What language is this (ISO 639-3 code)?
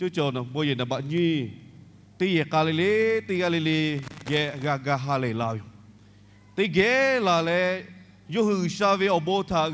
lhu